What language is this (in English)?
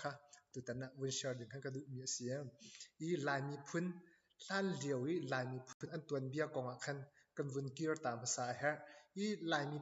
Hakha Chin